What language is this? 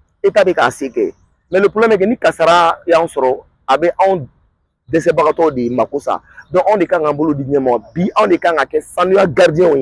Bambara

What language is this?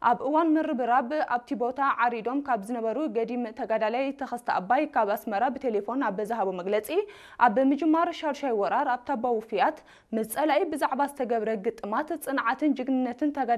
Tigrinya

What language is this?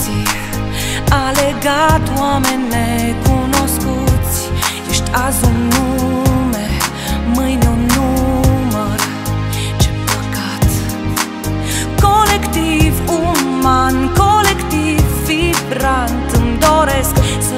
Romanian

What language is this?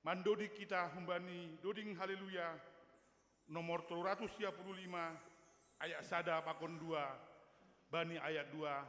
Batak Simalungun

